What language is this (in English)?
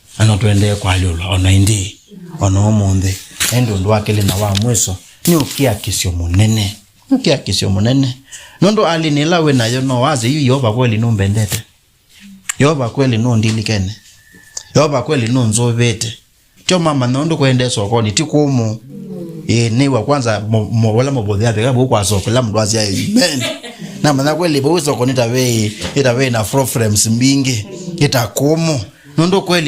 Kamba